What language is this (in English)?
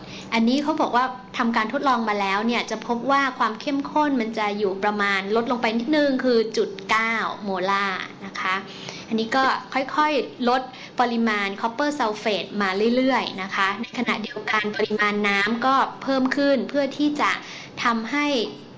Thai